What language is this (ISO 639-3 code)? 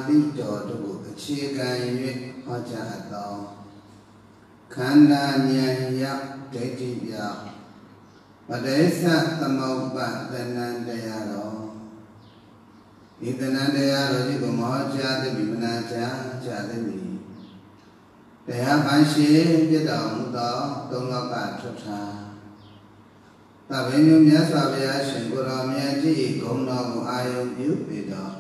mya